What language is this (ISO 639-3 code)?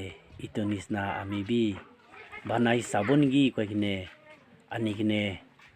nag